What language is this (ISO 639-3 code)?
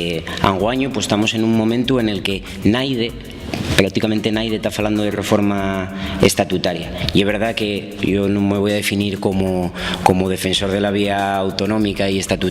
ast